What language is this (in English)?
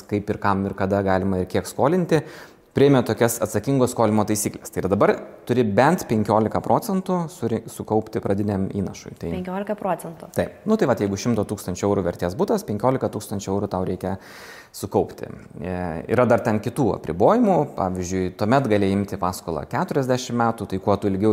Lithuanian